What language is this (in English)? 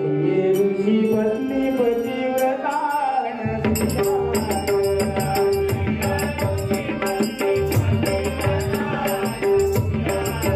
Marathi